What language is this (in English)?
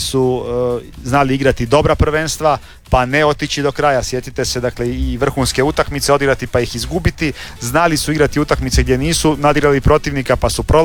Croatian